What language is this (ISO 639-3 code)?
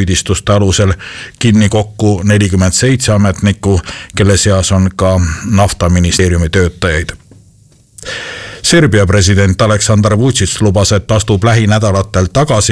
est